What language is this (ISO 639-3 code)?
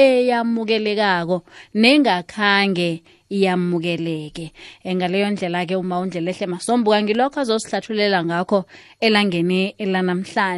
nbl